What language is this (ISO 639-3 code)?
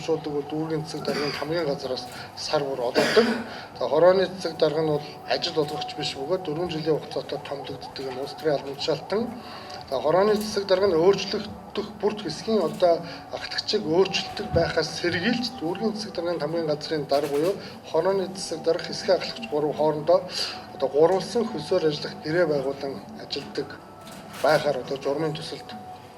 mon